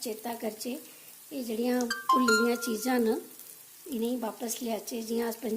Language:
Dogri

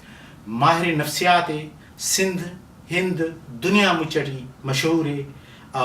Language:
Brahui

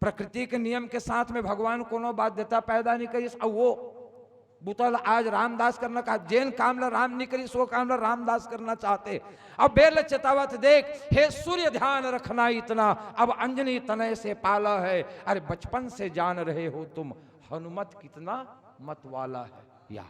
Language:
Chhattisgarhi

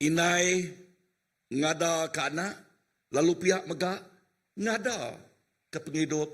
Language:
Iban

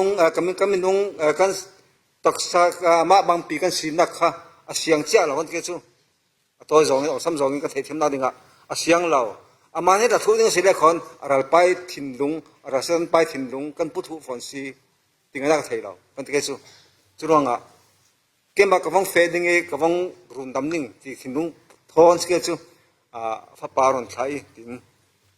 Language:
Falam Chin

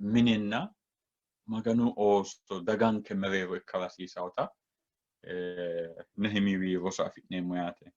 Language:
Sidamo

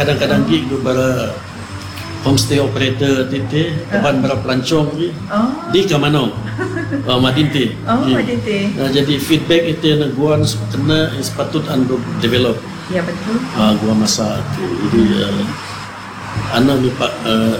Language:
Malay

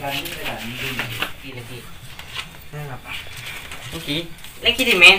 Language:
Madurese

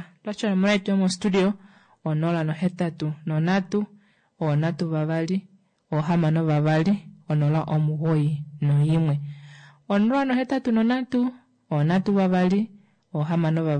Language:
Kuanyama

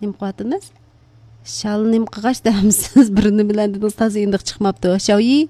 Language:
Uyghur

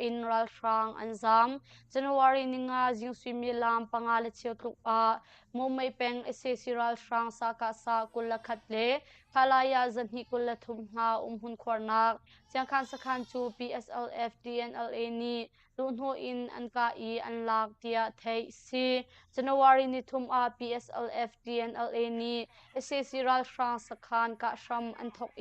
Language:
Hakha Chin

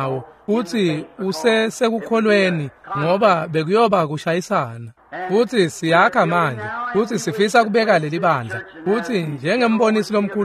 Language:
Swati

